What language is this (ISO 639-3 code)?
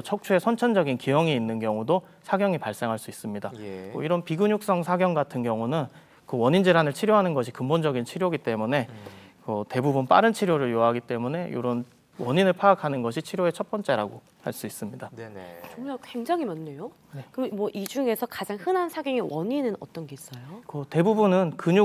kor